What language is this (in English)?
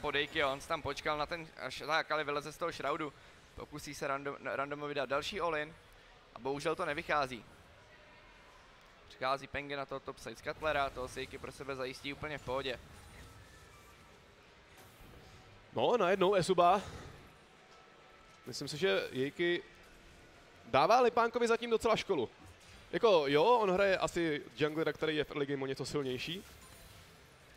Czech